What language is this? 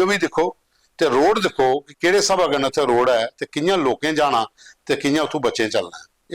Dogri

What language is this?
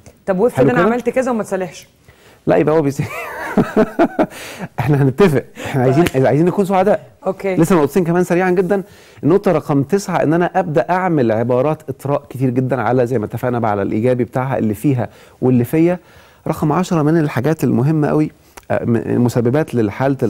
Egyptian Arabic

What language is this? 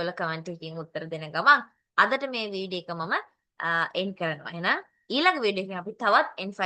Sinhala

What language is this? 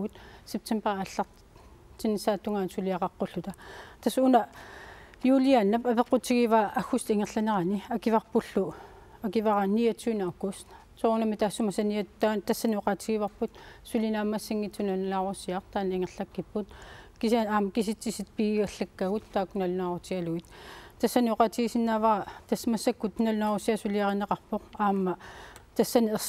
Kalaallisut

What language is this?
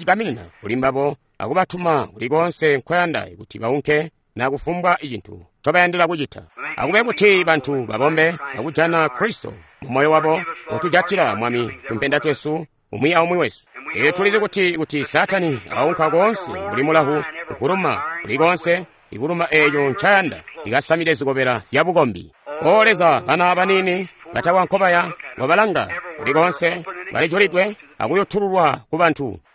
Tonga (Zambia)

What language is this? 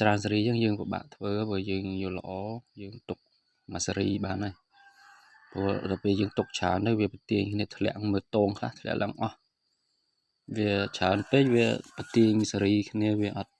Khmer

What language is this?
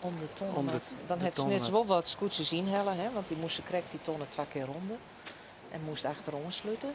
Western Frisian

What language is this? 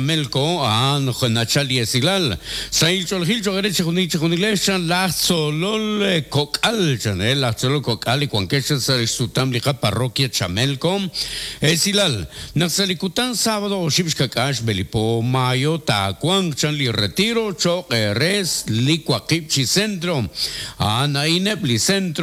Kekchí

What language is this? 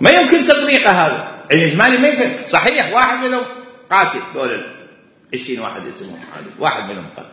Mesopotamian Arabic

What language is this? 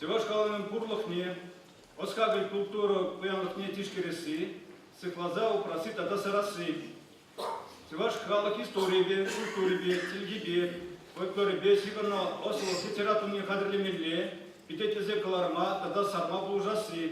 Chuvash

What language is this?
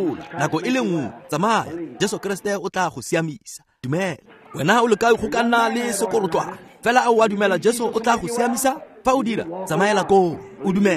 Tswana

